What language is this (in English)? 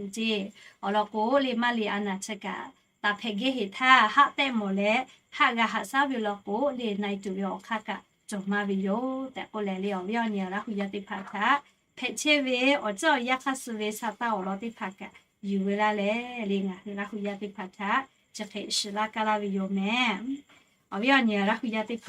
Lahu